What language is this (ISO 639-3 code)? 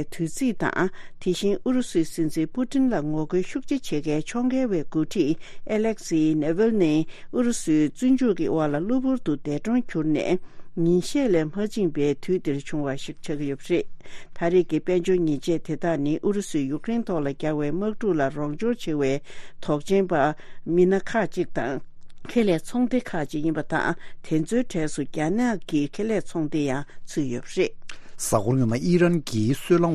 bod